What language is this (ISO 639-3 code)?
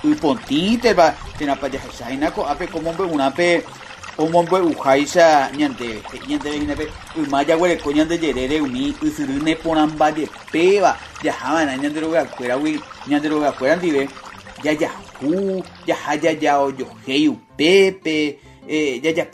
grn